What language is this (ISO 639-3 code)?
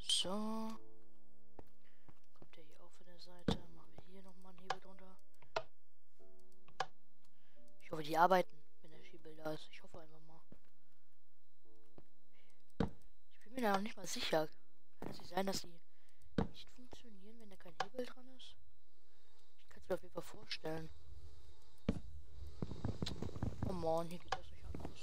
deu